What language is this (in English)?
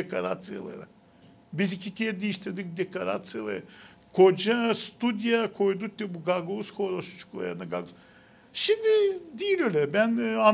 Gagauz